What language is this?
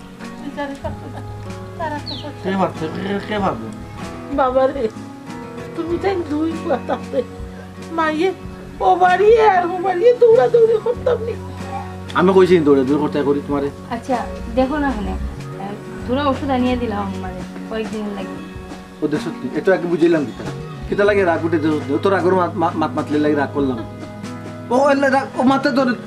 Sylheti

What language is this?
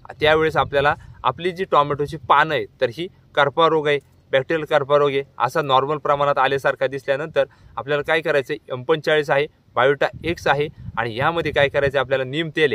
Marathi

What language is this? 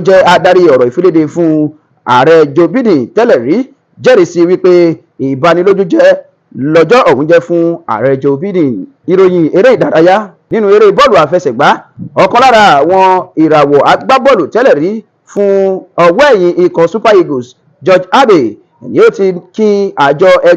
Yoruba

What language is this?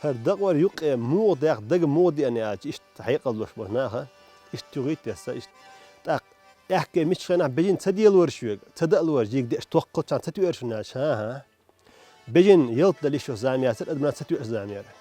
Chechen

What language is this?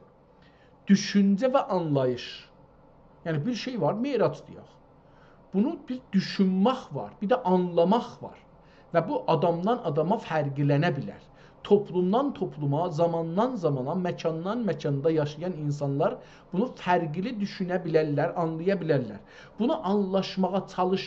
South Azerbaijani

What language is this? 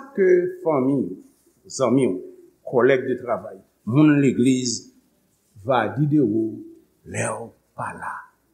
Haitian Creole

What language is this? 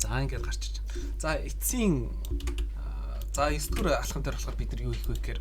Mongolian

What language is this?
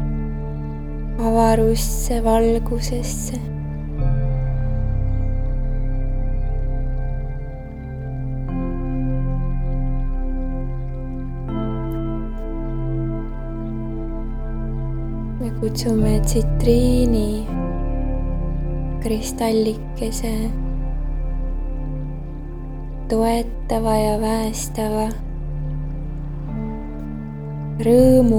Estonian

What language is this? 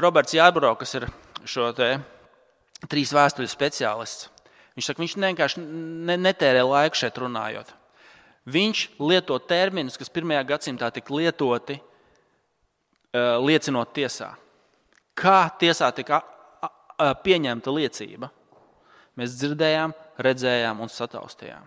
Latvian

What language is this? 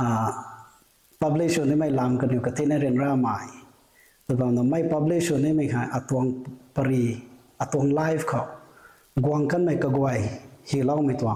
Rongmei Naga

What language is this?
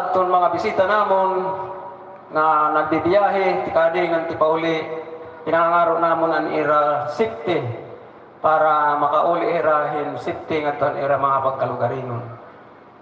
Waray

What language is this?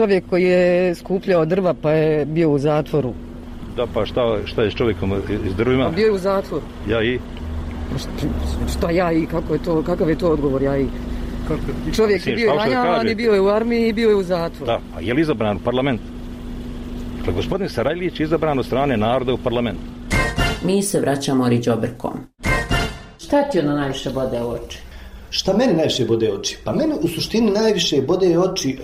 Bosnian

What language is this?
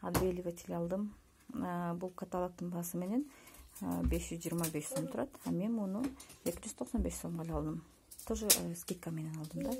Kyrgyz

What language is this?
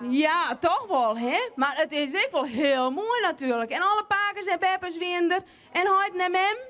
Western Frisian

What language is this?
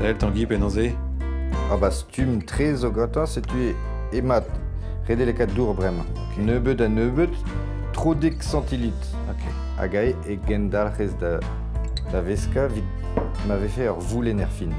Breton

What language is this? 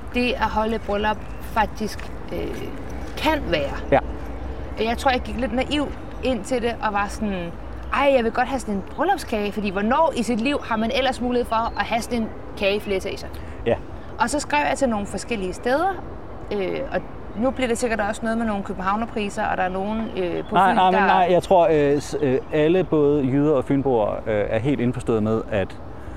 Danish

